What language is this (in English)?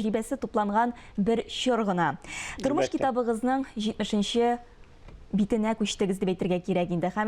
Tatar